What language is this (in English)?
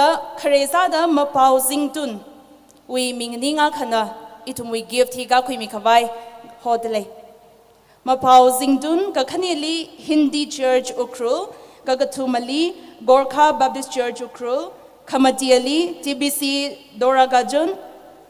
Tangkhul Naga (India)